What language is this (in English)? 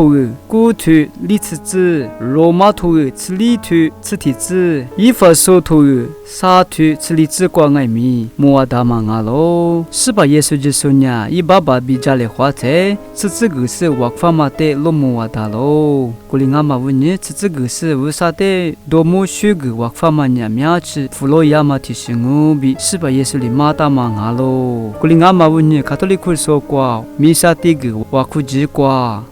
Lisu